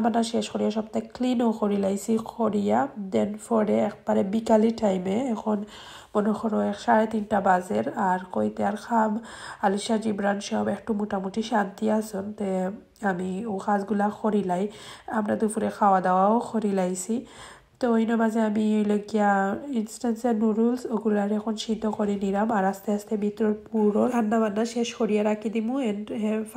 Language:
Sylheti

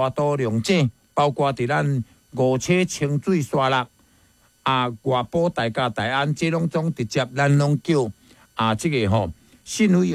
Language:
Min Nan Chinese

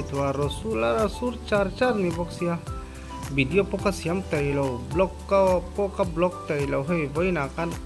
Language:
Mizo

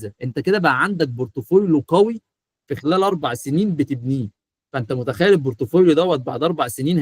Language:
Egyptian Arabic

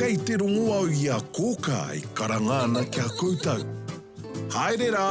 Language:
Māori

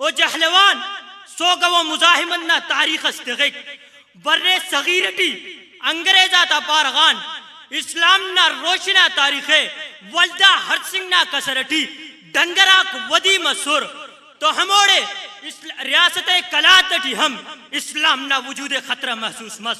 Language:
Brahui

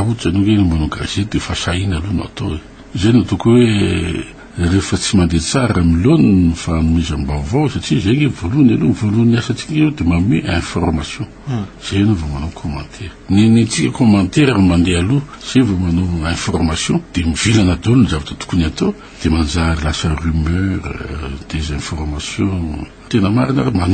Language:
Malagasy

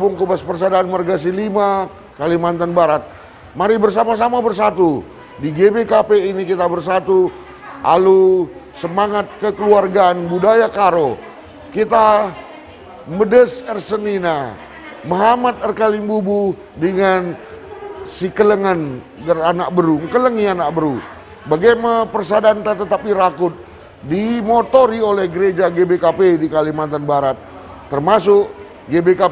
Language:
Batak Karo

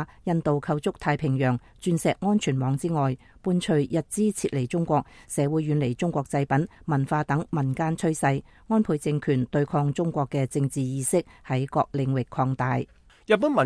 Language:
Cantonese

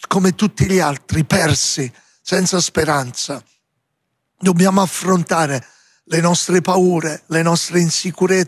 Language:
Italian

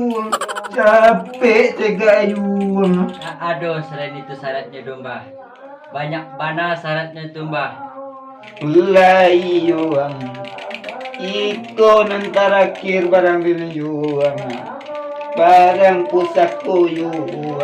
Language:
Minangkabau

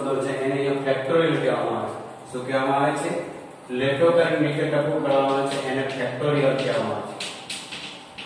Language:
Gujarati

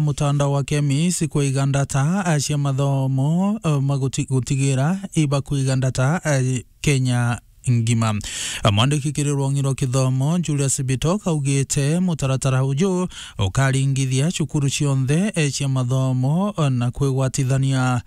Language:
Meru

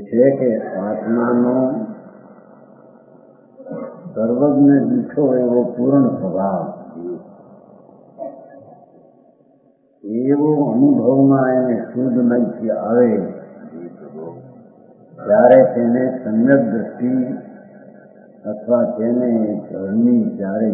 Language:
Gujarati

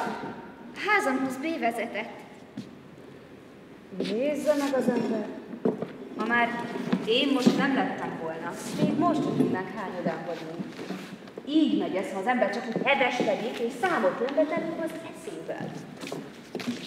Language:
Hungarian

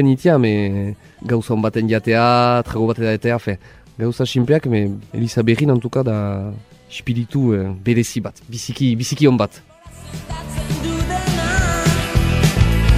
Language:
Basque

